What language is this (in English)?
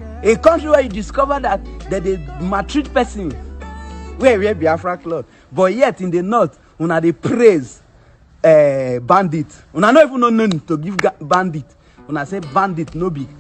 Nigerian Pidgin